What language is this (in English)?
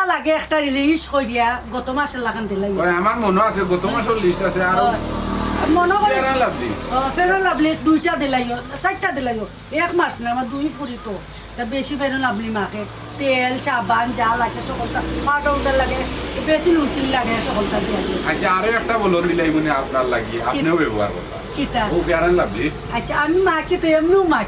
Sylheti